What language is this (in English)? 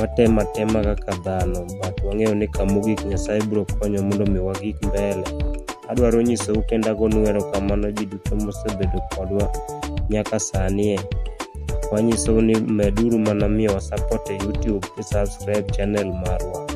Luo (Kenya and Tanzania)